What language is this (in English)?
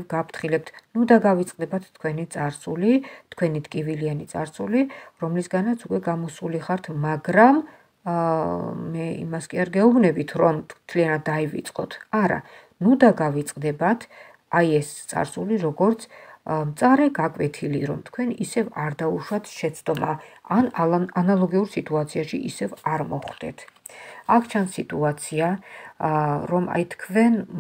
Georgian